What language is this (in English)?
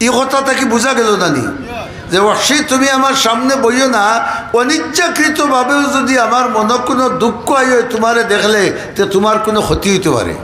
Sylheti